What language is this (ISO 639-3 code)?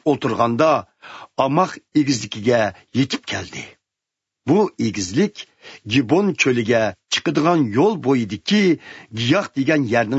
uig